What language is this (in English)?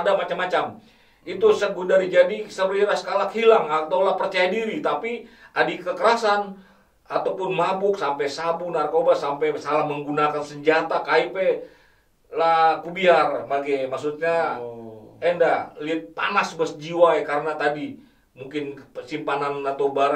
Batak Karo